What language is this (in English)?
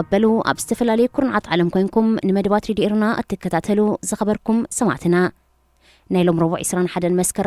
Tigrinya